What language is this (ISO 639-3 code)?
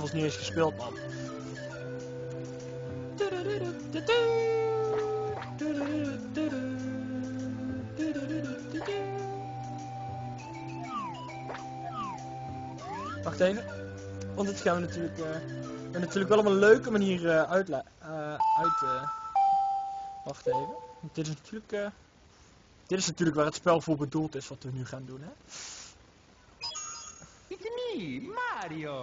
nld